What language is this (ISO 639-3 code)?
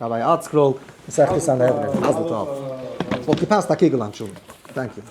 yid